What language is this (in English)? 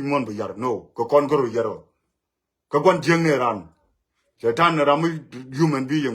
Nuer